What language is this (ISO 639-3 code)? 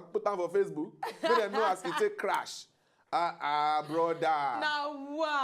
pcm